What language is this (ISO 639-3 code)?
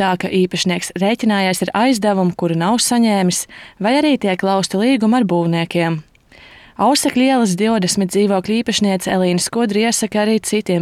lav